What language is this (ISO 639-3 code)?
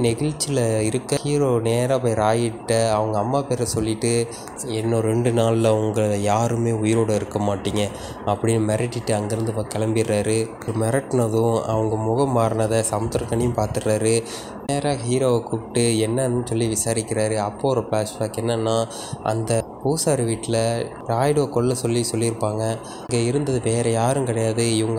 tam